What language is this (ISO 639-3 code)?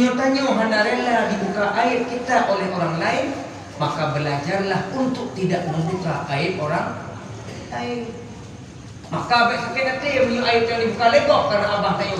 ace